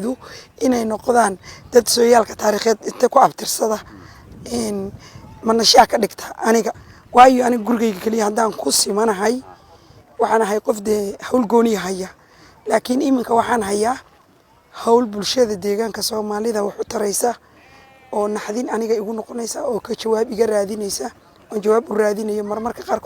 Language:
Somali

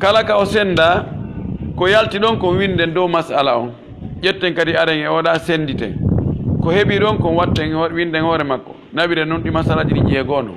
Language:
Pular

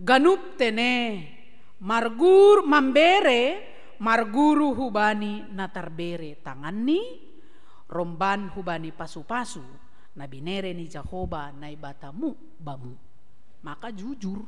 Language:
Batak Simalungun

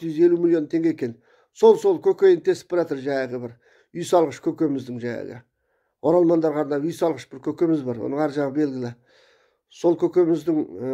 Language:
Kazakh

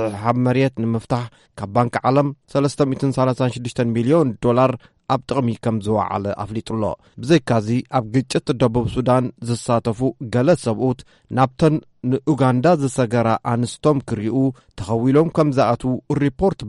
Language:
Tigrinya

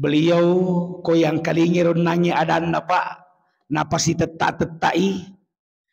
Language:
Buginese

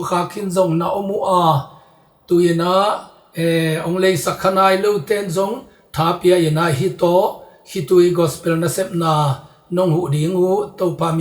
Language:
Tedim Chin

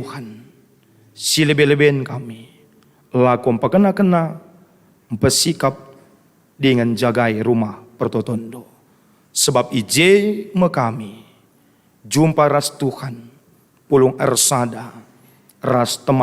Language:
Batak Karo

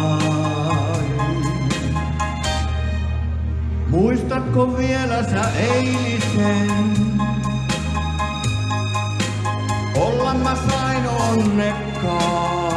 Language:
Finnish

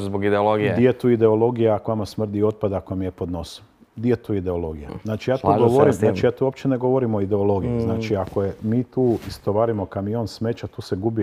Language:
Croatian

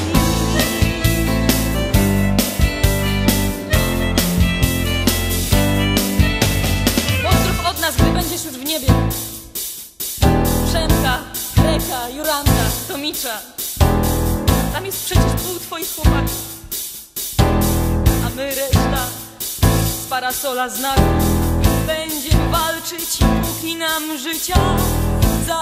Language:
Polish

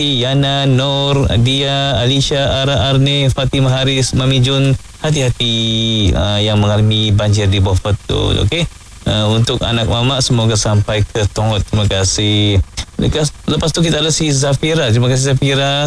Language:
Malay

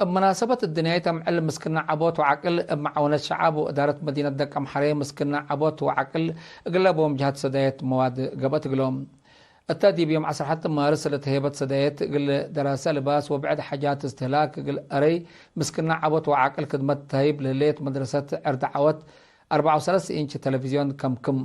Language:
Tigre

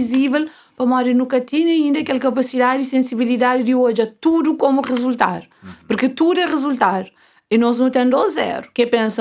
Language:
Kabuverdianu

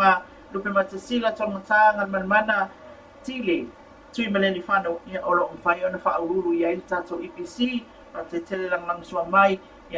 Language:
Samoan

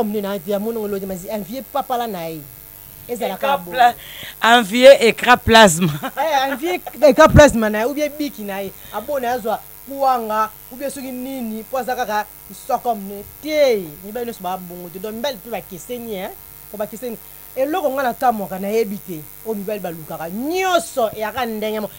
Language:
Lingala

